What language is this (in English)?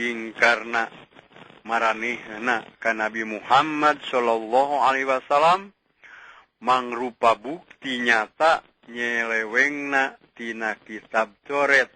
Sundanese